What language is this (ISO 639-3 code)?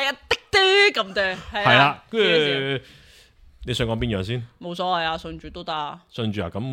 yue